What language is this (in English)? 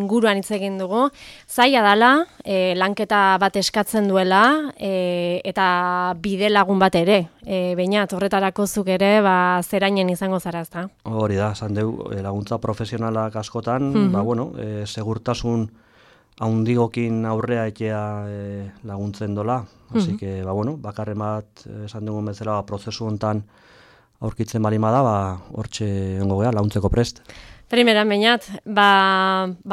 Basque